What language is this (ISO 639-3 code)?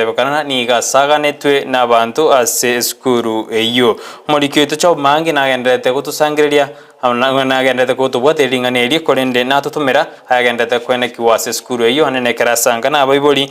guz